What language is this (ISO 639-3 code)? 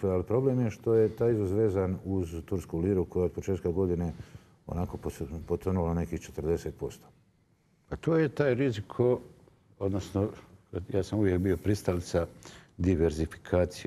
bos